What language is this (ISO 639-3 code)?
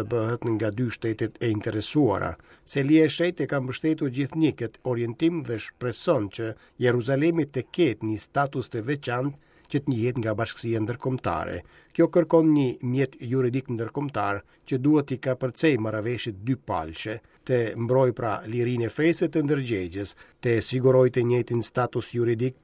sqi